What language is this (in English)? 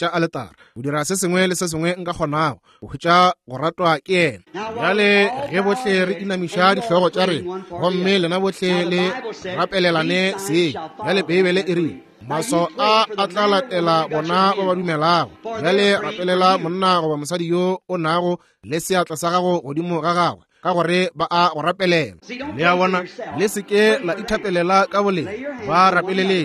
Northern Sotho